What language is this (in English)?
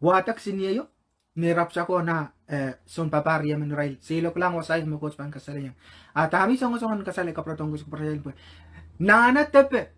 Pohnpeian